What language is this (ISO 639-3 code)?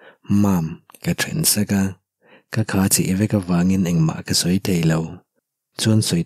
lus